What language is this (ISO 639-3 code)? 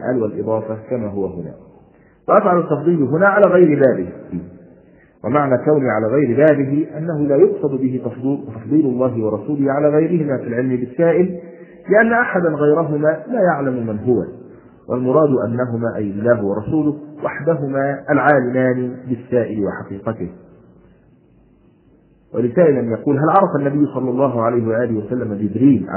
ara